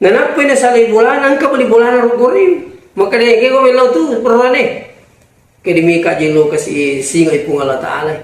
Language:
Buginese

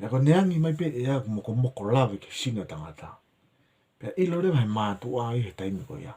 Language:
Tongan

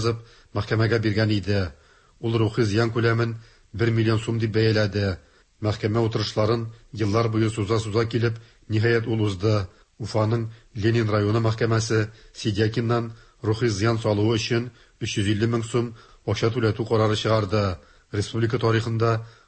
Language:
Tatar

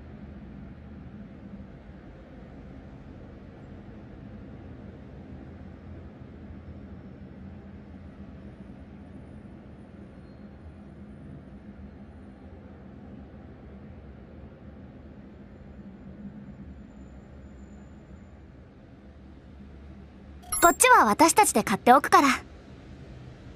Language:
Japanese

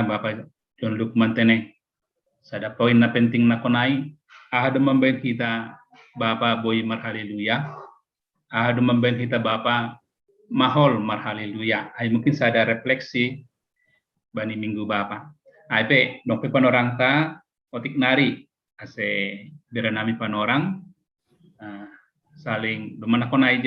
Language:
Batak Simalungun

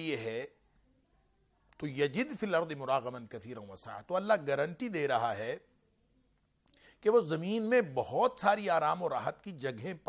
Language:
Urdu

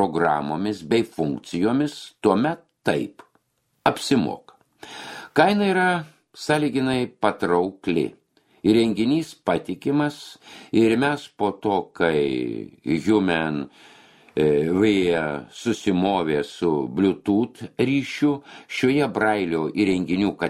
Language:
Lithuanian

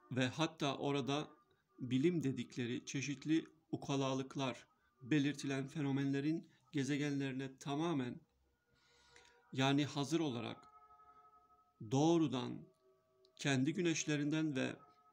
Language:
Turkish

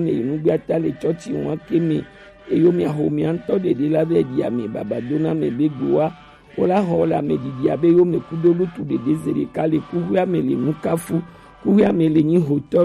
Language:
Gen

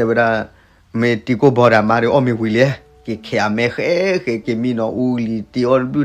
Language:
S'gaw Karen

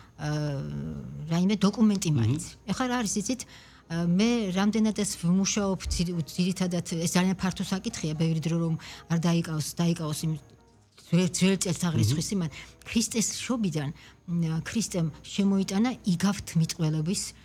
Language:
Georgian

